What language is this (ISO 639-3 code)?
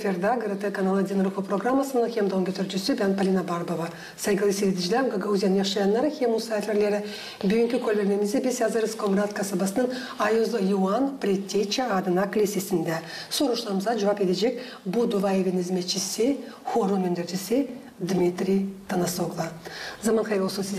gag